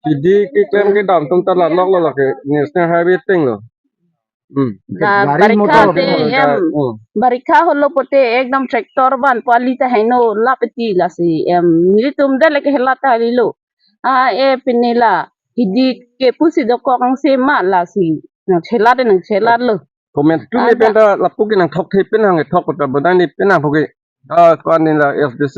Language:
Karbi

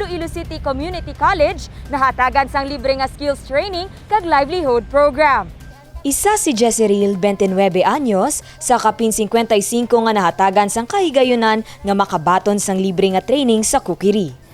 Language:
Hiligaynon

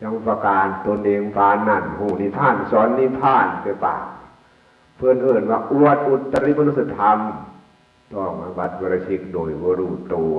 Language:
Northeastern Thai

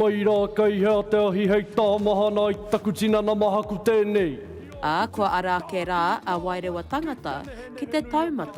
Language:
Māori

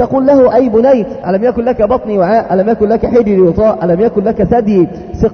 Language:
Arabic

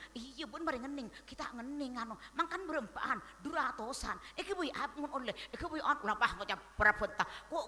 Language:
Madurese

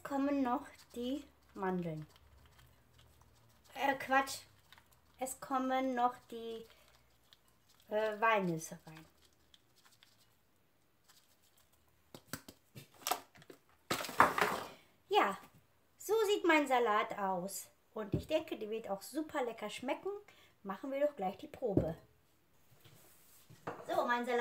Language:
German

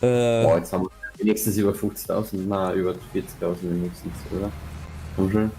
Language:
Bavarian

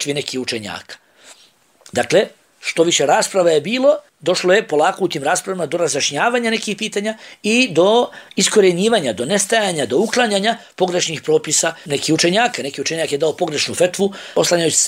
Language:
Bosnian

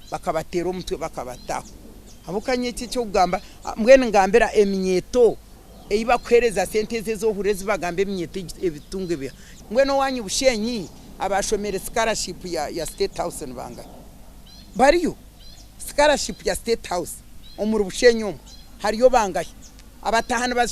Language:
Nyankole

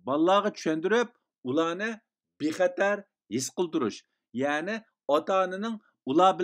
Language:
Uyghur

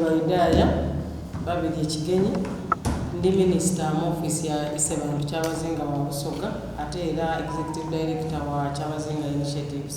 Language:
Soga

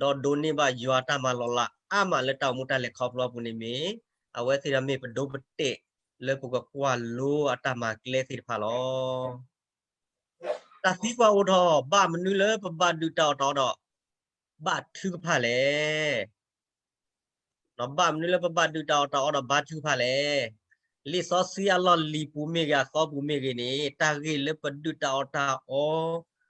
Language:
S'gaw Karen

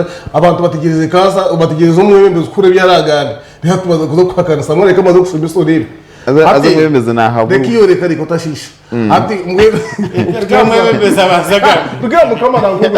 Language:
Nyankole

